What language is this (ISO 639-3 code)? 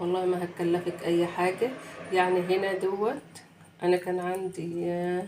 arz